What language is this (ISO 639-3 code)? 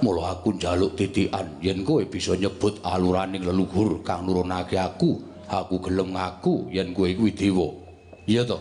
jav